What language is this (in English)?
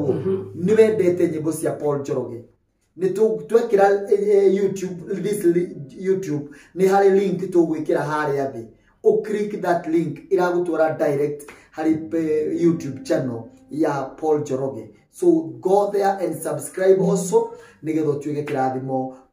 Kikuyu